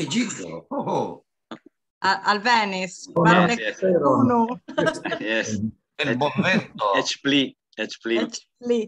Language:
Esperanto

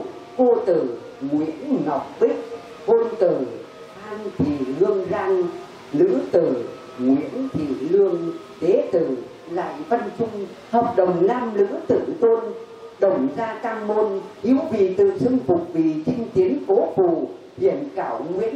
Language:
Vietnamese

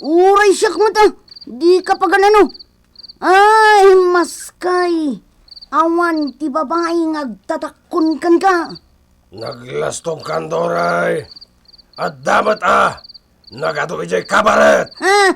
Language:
Iloko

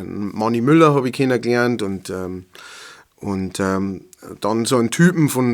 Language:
Bavarian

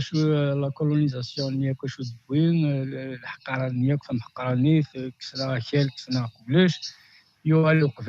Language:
Kabyle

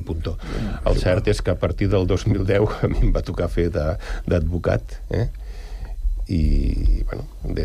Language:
Catalan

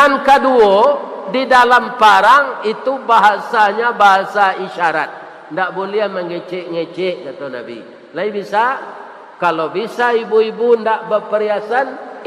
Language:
Minangkabau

